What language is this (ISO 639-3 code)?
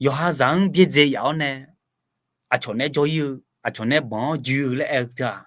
ahk